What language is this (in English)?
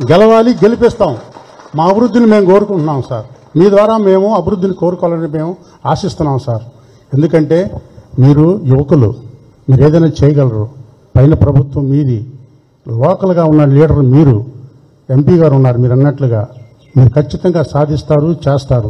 Telugu